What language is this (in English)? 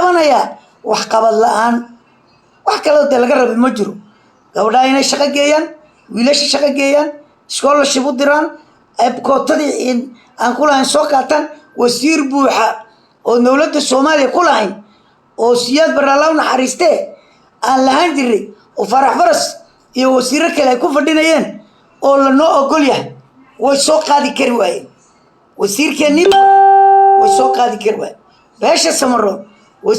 Somali